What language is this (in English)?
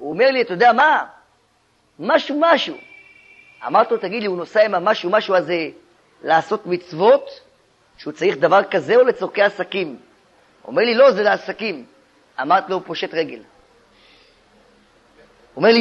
Hebrew